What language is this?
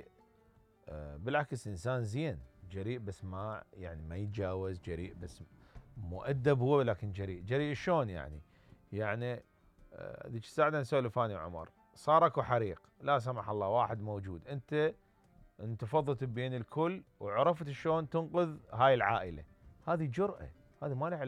Mesopotamian Arabic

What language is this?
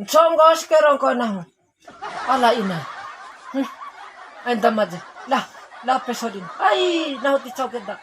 Bima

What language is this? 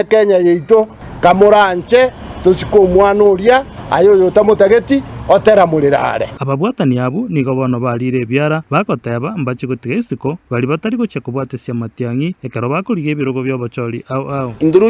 Gusii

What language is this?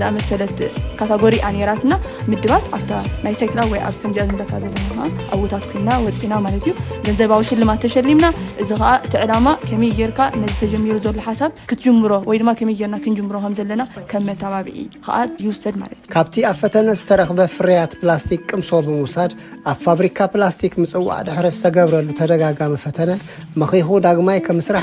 Tigrinya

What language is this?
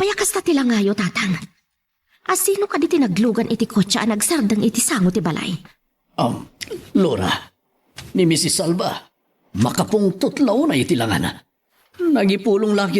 Iloko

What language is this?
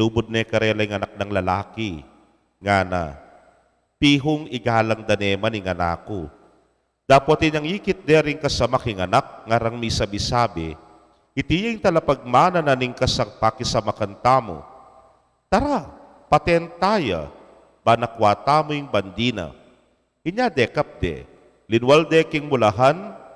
Pampanga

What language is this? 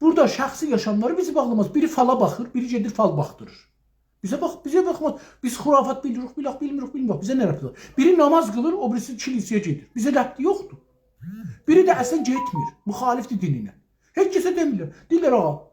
South Azerbaijani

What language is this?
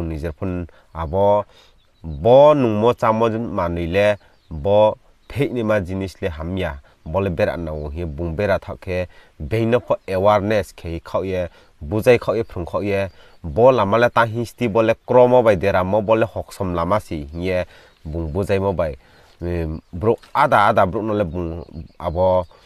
Riang (India)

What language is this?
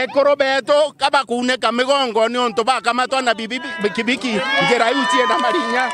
Meru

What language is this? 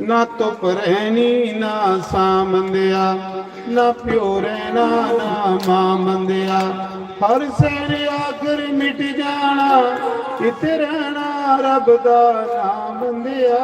Dogri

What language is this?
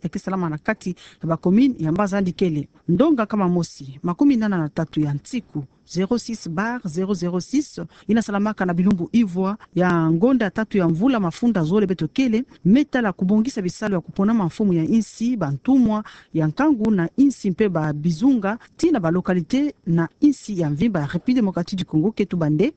Kituba (Democratic Republic of Congo)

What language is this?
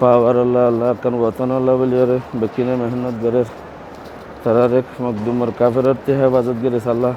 Rohingya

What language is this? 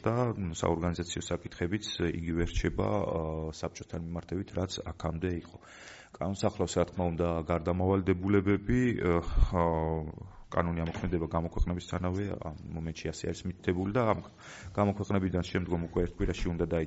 Georgian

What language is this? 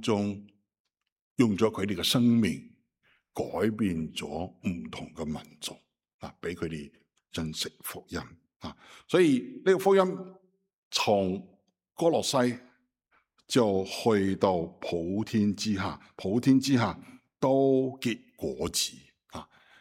Cantonese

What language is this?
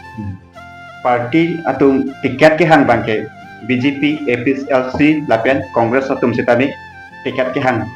Karbi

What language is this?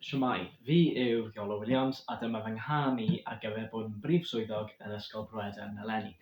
Welsh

